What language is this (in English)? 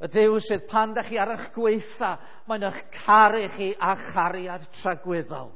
Welsh